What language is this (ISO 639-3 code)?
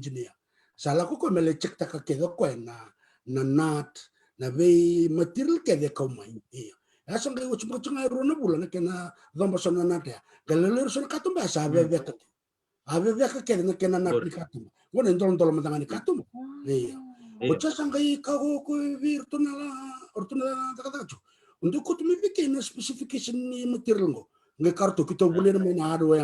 fij